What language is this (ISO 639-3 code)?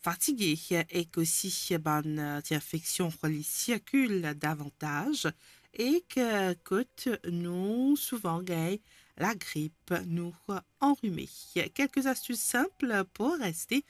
mfe